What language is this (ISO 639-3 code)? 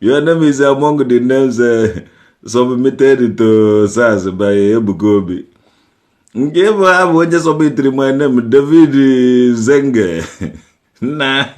ibo